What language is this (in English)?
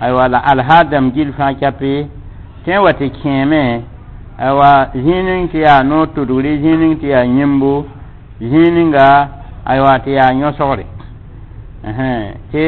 Mossi